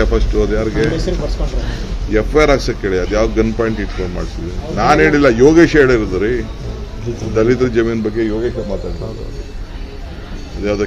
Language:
Kannada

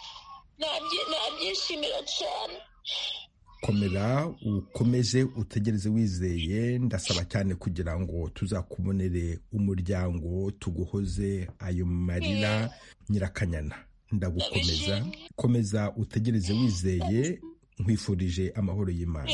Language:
Kinyarwanda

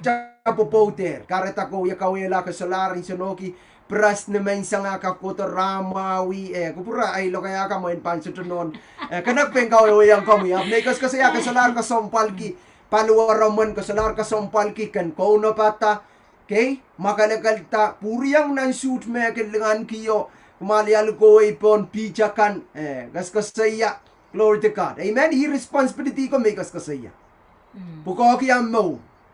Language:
Pohnpeian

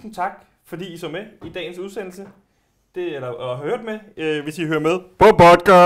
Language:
Danish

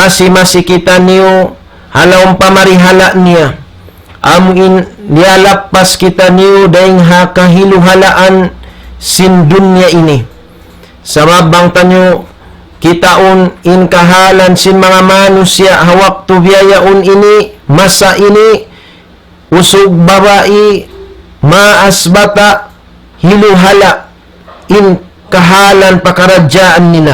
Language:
Tausug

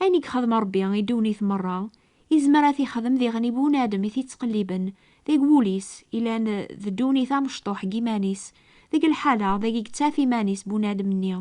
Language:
Kabyle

